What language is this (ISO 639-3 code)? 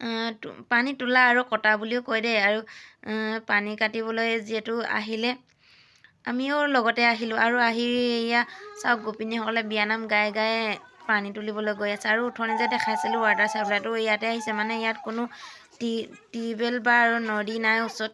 asm